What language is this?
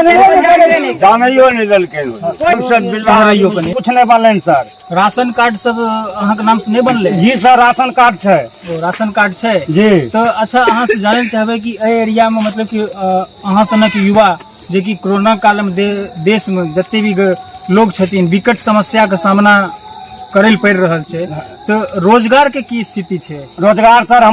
Maithili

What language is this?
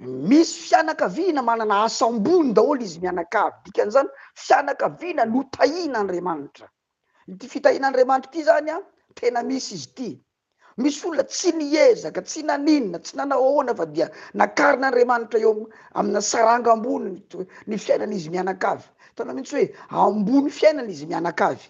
Malagasy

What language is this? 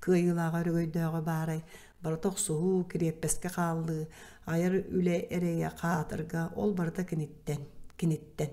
Yakut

